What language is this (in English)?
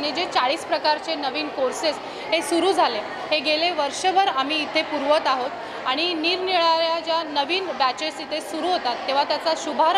Marathi